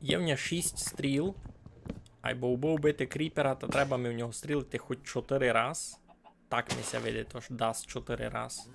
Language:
Rusyn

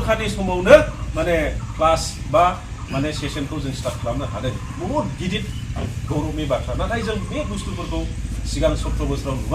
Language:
Bodo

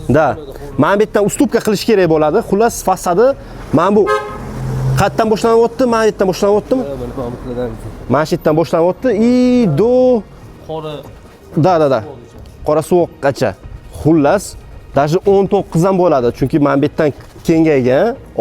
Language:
Uzbek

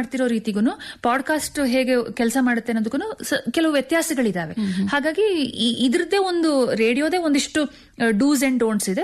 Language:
Kannada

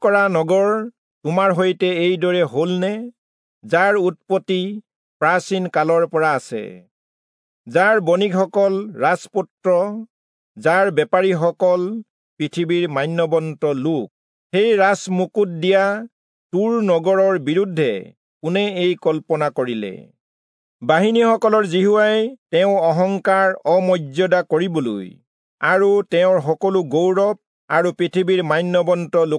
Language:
Assamese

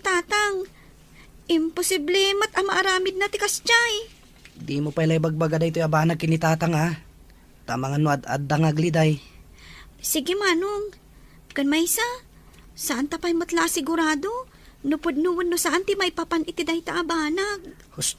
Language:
Iloko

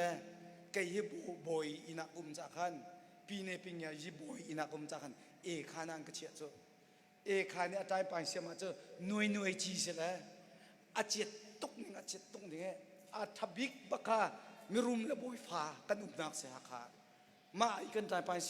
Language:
Hakha Chin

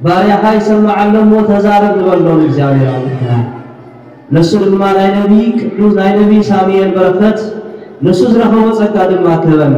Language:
Tigrinya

